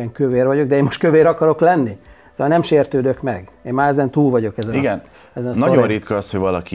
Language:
Hungarian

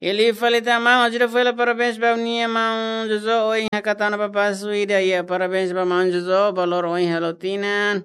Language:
Tetum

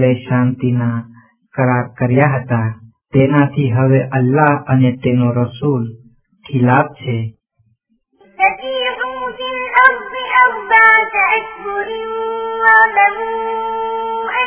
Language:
Gujarati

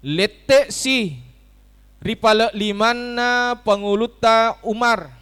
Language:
Buginese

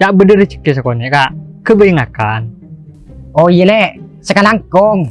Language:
Madurese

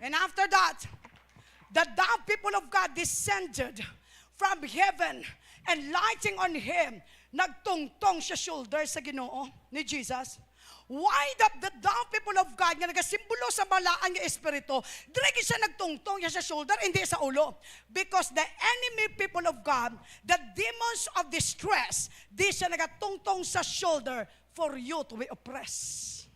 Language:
Hiligaynon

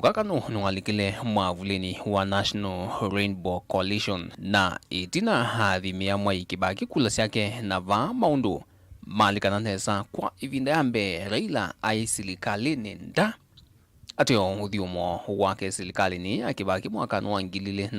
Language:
Kamba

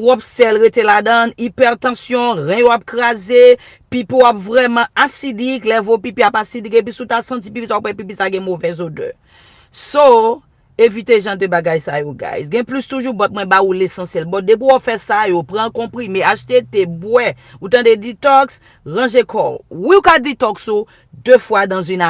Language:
Haitian Creole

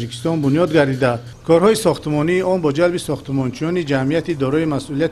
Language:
Tajik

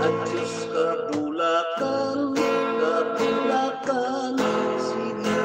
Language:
Hiligaynon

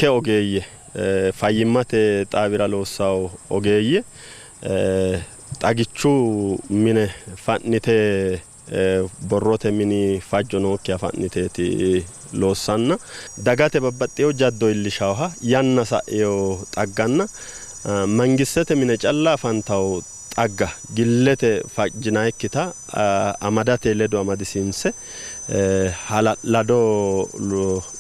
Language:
Sidamo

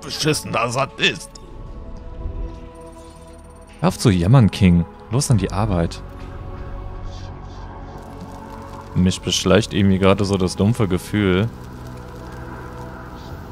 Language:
German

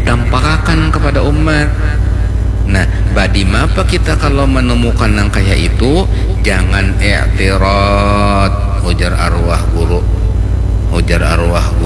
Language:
Banjar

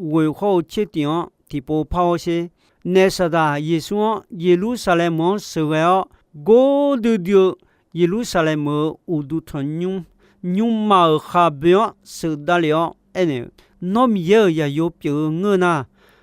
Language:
Akha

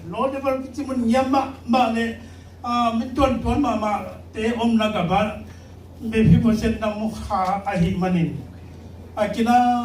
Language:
Tedim Chin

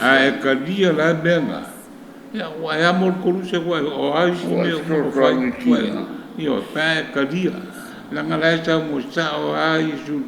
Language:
Samoan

